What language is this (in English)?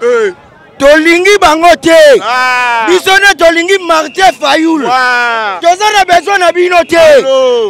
Lingala